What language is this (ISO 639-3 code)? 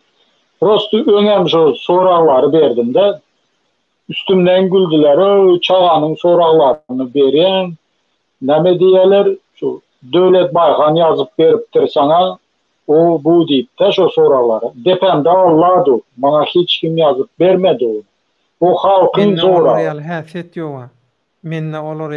tuk